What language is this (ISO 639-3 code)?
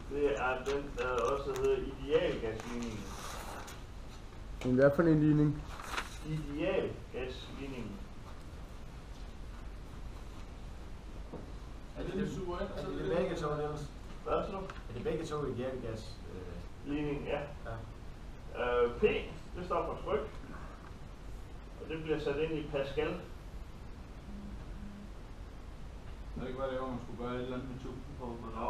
dan